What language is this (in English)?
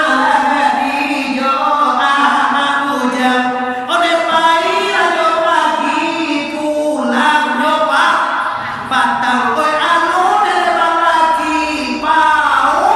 Minangkabau